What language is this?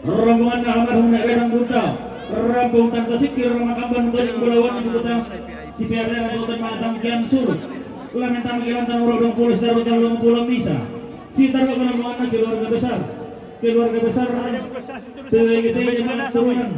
Toraja-Sa'dan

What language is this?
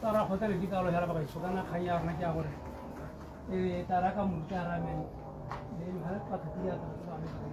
Tswana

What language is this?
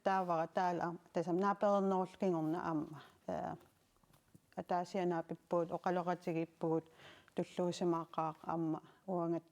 Kalaallisut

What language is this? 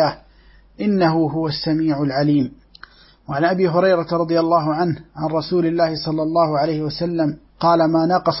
Arabic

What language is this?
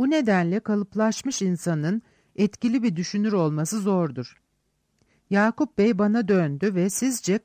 Turkish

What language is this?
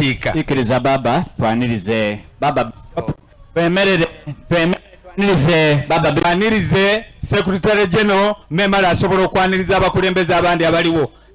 Soga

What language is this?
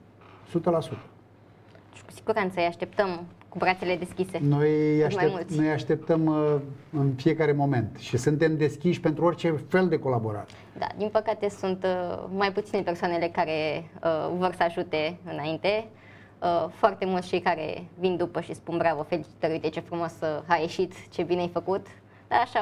Romanian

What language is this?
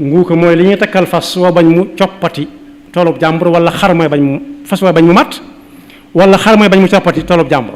Wolof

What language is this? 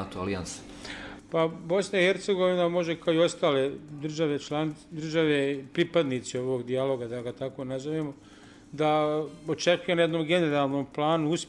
Bosnian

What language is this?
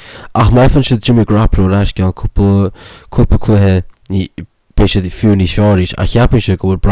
Irish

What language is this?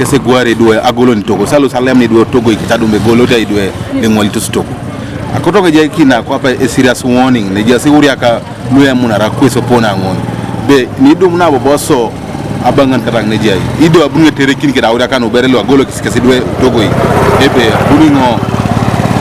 Teso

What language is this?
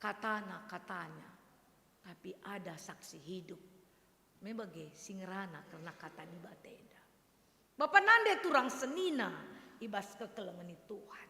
Batak Karo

